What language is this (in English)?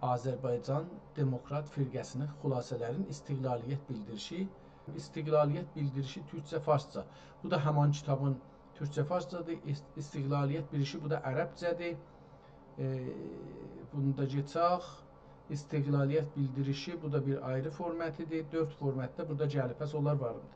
South Azerbaijani